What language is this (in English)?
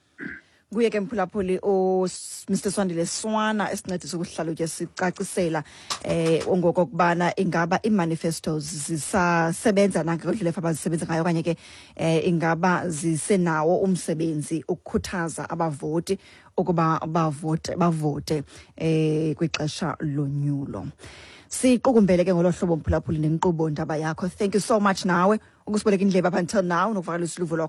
Xhosa